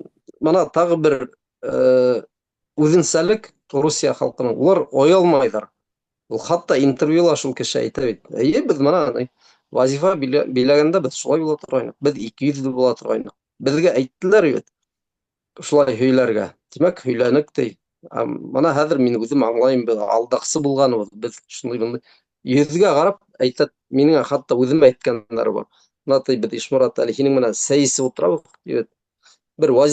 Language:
Bashkir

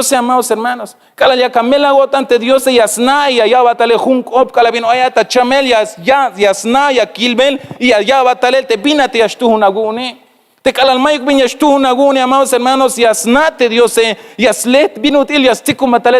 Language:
Tzeltal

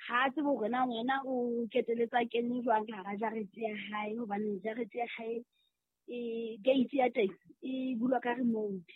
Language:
Southern Sotho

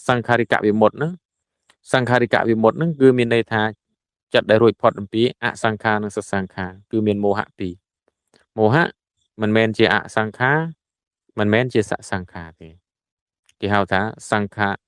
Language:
Khmer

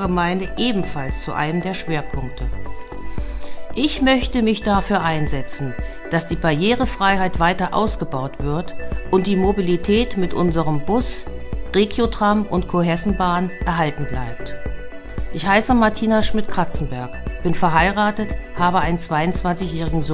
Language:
German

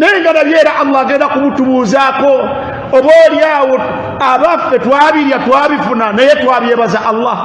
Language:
Ganda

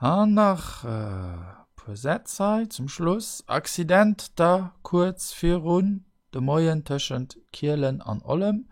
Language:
Luxembourgish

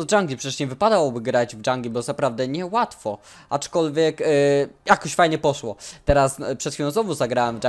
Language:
Polish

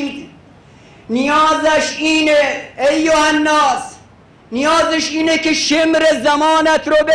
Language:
Persian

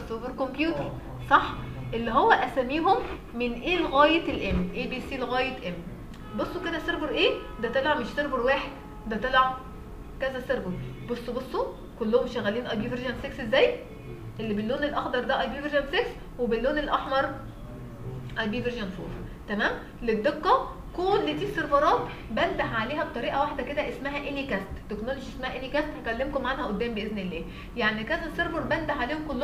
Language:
Egyptian Arabic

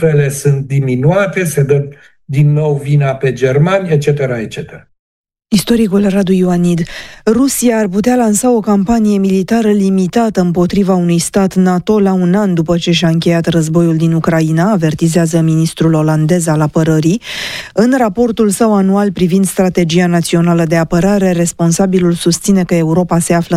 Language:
Romanian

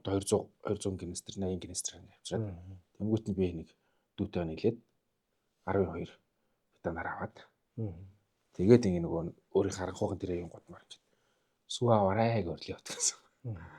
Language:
Mongolian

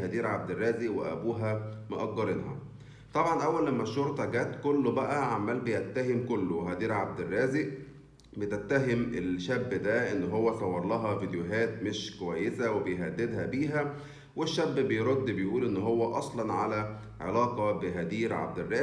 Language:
Egyptian Arabic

